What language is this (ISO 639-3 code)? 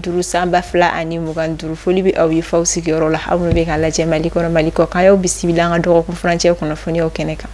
bam